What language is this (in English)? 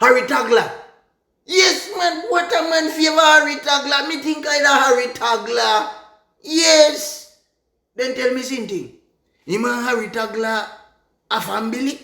Jamaican Creole English